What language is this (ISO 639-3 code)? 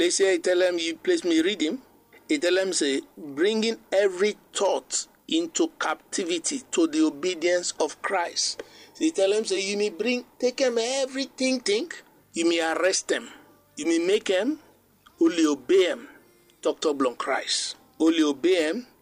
bis